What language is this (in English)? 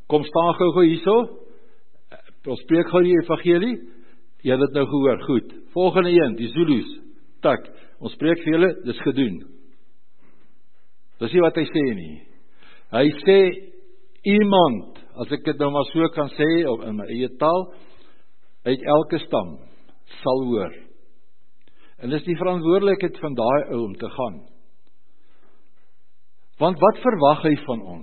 Afrikaans